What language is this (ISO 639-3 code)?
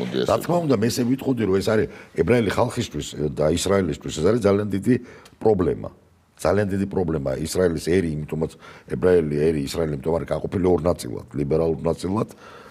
kat